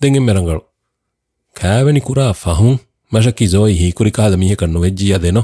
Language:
Divehi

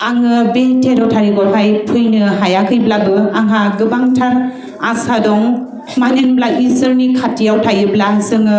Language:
Bodo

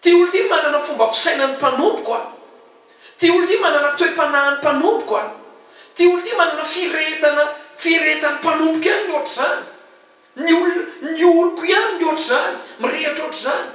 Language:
Malagasy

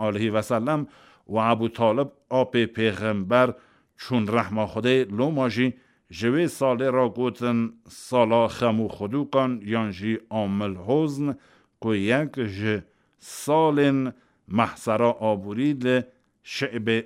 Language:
Kurdish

